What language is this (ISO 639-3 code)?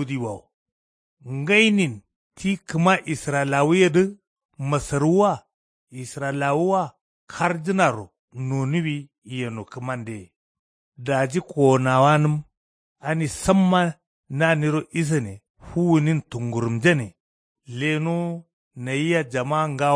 kau